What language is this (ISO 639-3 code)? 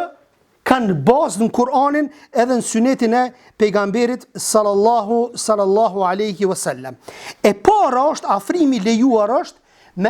sqi